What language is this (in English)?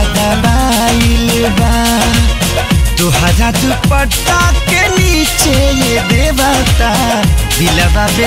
Bhojpuri